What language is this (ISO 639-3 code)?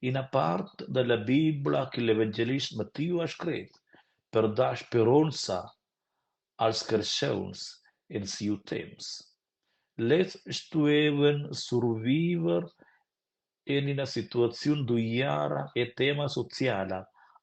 roh